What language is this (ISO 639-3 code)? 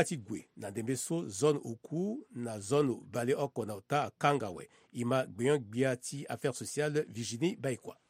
sag